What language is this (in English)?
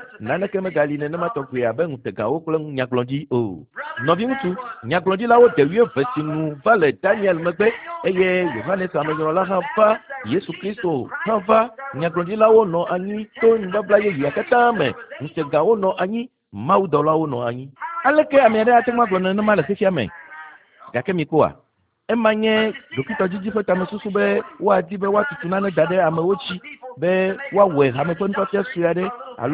Ewe